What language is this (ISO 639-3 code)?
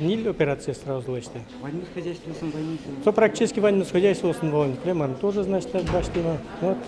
udm